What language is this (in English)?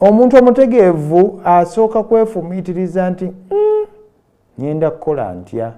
Ganda